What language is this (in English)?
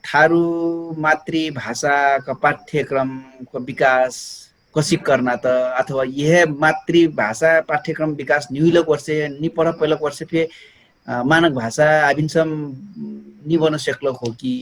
Dangaura Tharu